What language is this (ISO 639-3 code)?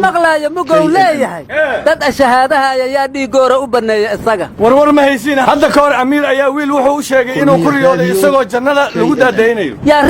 som